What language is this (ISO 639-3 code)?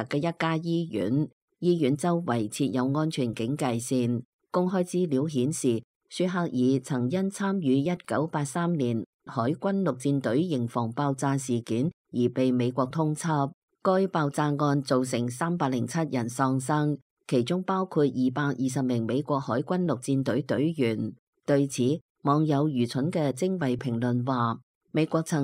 yue